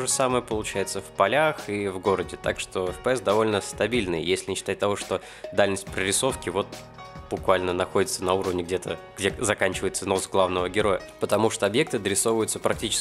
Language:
Russian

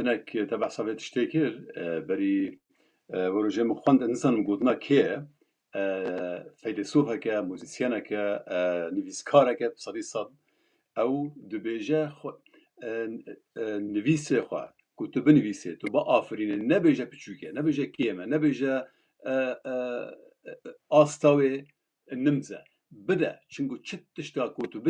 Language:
Kurdish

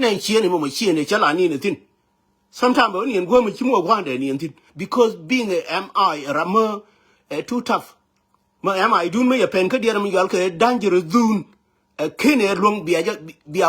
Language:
Nuer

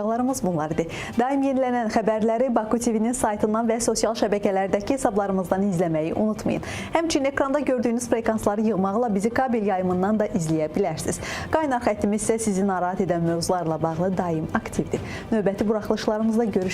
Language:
Azerbaijani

